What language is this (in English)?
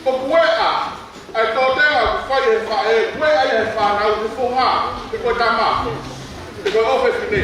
Tongan